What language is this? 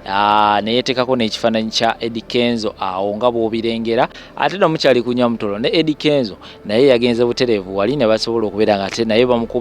Ganda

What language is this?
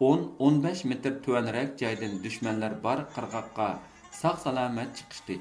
Uyghur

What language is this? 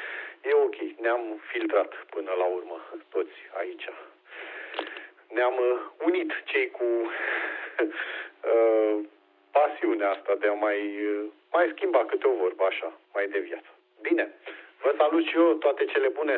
Romanian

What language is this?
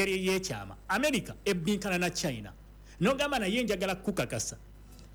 Ganda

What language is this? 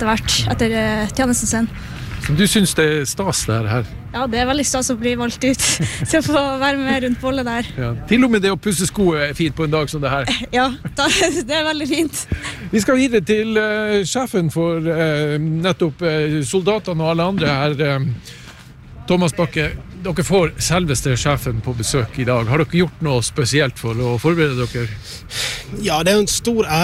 Norwegian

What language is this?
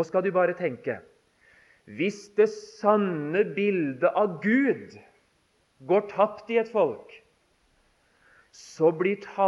Norwegian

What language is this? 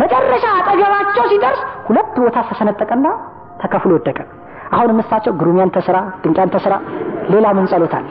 Amharic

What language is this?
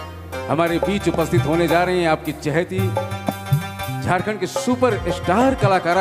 Sadri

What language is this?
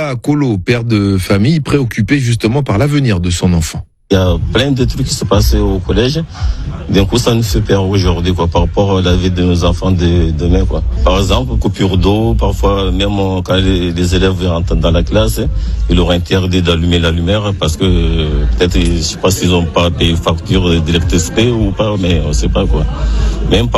French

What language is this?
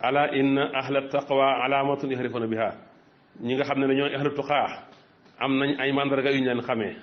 Wolof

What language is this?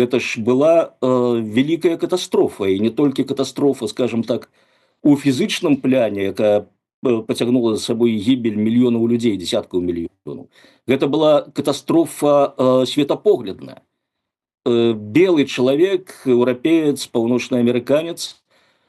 Belarusian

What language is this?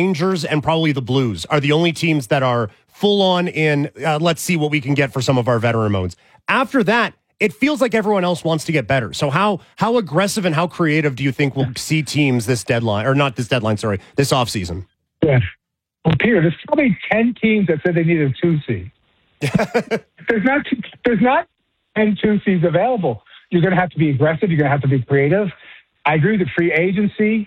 English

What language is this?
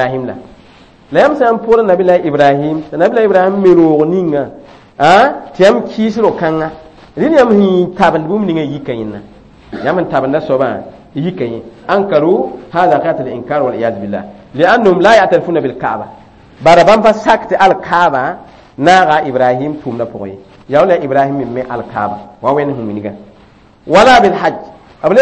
Mossi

